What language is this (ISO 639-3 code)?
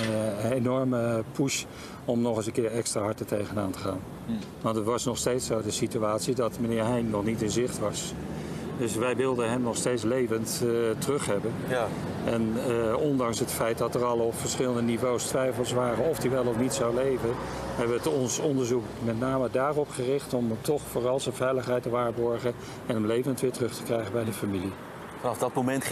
nld